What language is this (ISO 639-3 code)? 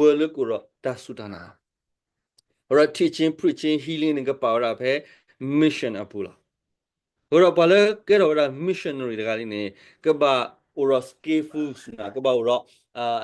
ksw